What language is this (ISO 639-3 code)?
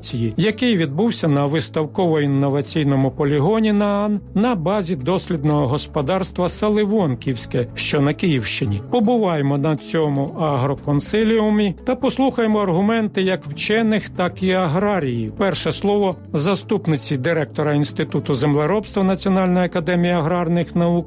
ukr